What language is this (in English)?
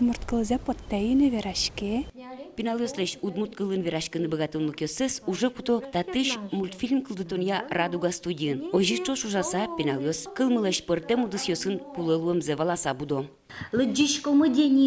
Udmurt